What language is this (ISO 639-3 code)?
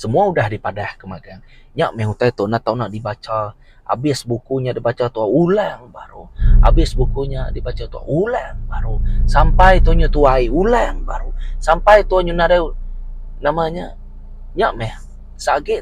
iba